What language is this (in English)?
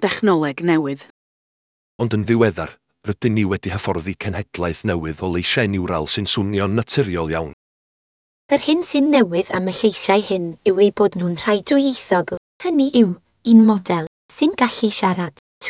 Welsh